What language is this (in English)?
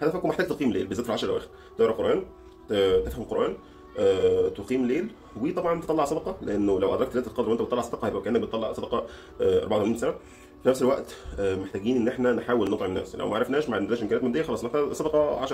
Egyptian Arabic